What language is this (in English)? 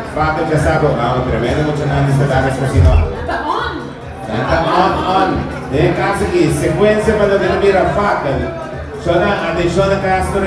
Papiamento